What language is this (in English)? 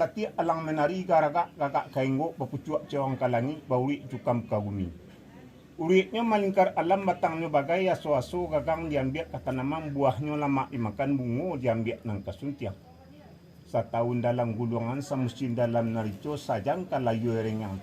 Minangkabau